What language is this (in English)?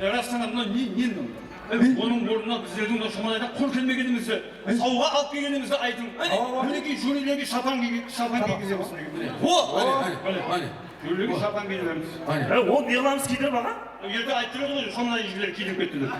Kara-Kalpak